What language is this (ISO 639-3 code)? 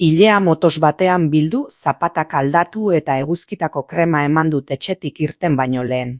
eus